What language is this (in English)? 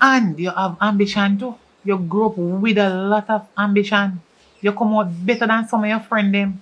Jamaican Creole English